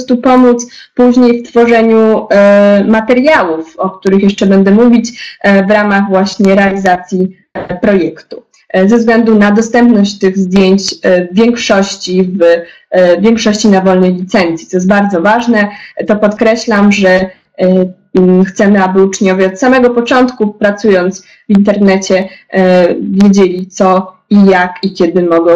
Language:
Polish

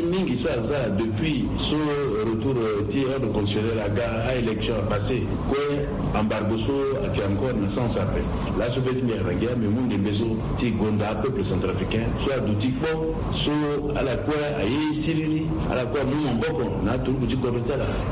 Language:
Sango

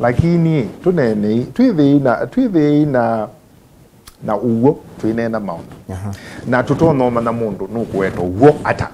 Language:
Kamba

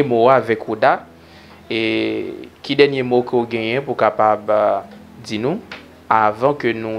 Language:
Haitian Creole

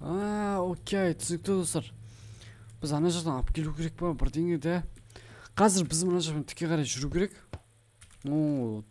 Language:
Kazakh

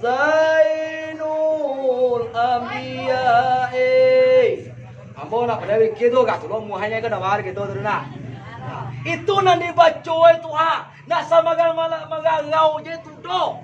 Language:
Minangkabau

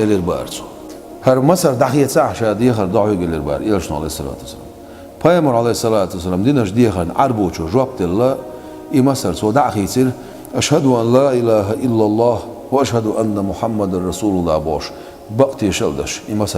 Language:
Chechen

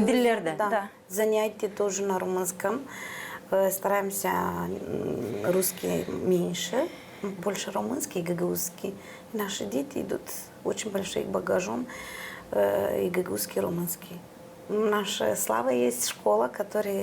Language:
Gagauz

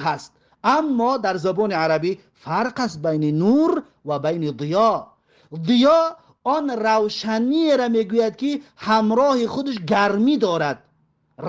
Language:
Tajik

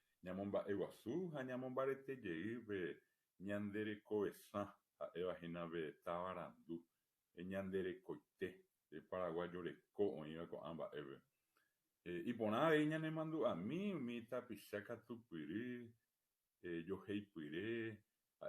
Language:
Guarani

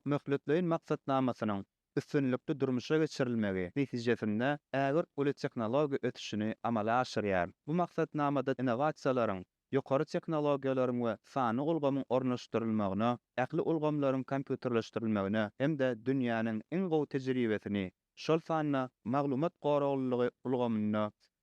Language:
Turkmen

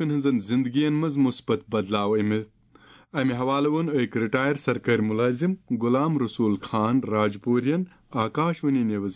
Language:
Kashmiri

